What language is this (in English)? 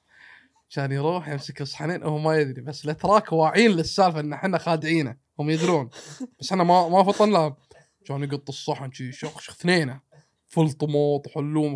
Gulf Arabic